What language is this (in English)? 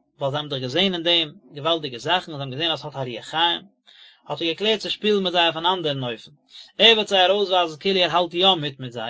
Yiddish